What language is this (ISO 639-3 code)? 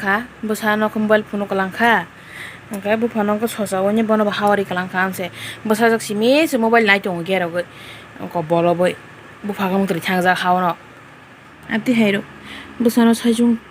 trp